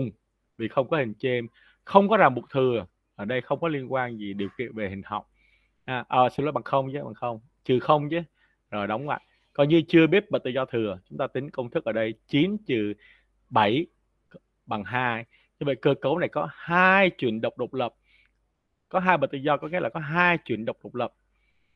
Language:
Vietnamese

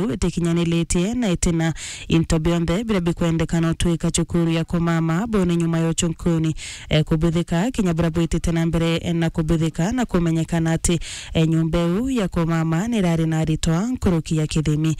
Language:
Meru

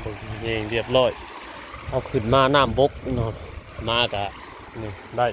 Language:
Northeastern Thai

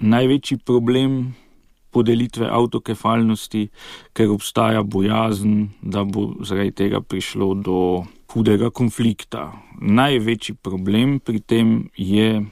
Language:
Slovenian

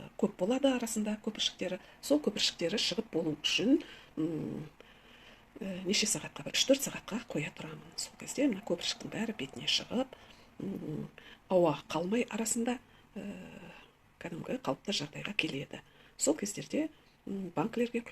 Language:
Kazakh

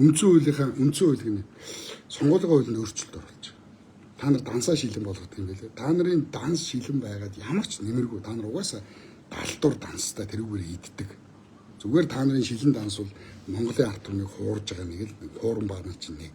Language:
Mongolian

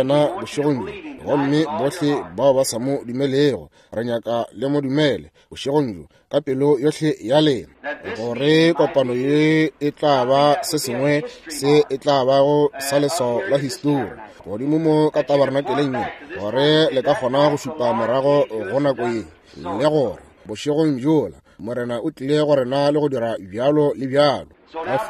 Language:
Northern Sotho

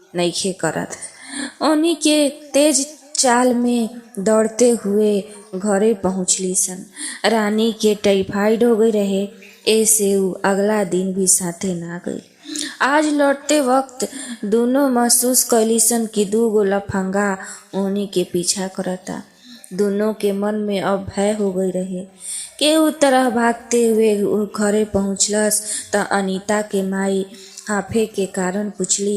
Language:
Bhojpuri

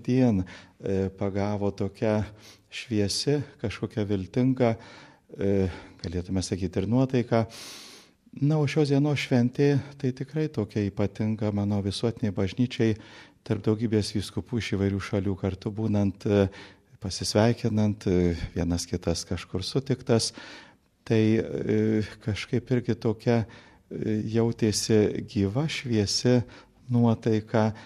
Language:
Lithuanian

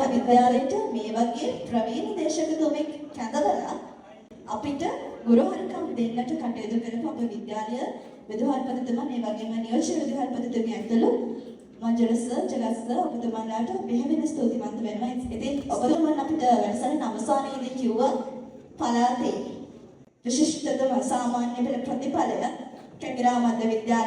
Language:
Sinhala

